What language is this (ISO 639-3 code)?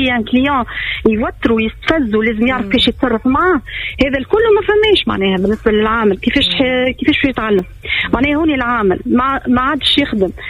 aeb